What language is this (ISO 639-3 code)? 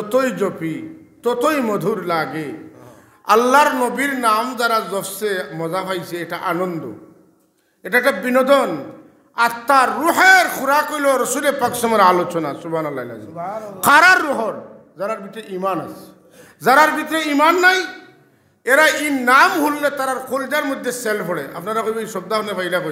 syl